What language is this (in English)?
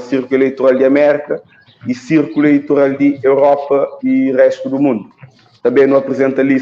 Kabuverdianu